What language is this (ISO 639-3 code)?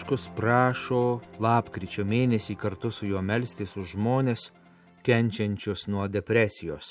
lit